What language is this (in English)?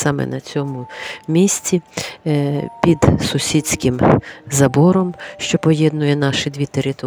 Ukrainian